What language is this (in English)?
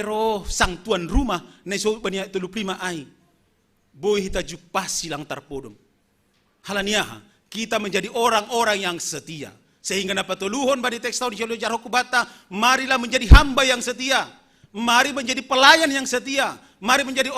Batak Simalungun